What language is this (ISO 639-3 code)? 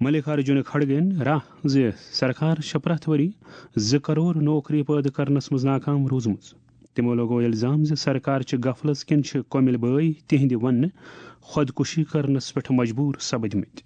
kas